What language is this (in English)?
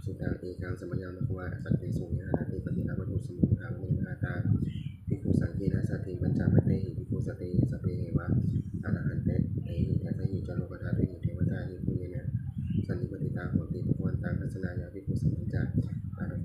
Pali